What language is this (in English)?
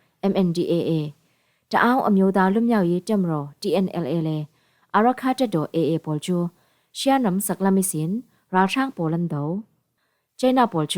Falam Chin